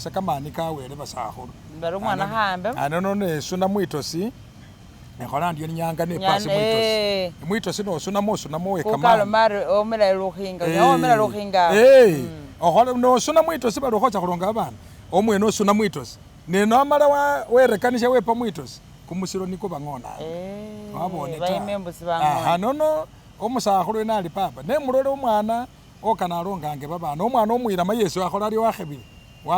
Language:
Masaaba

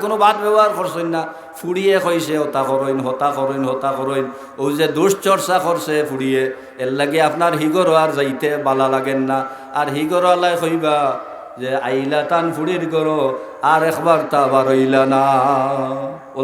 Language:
Sylheti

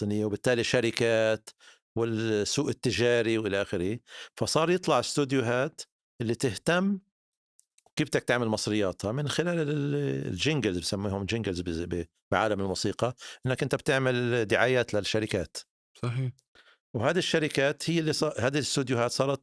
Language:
North Levantine Arabic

